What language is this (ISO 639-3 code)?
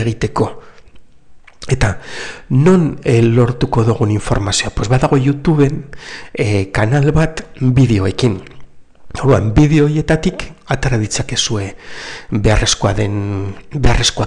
eus